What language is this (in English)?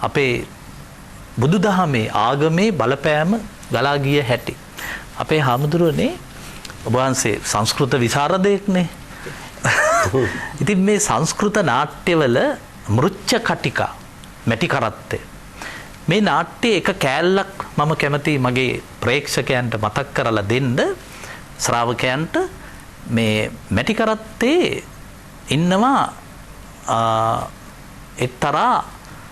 Sinhala